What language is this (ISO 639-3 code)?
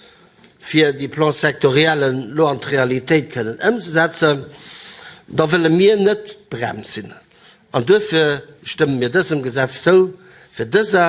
ltz